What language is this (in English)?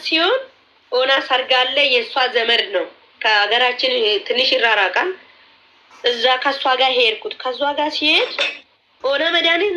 Amharic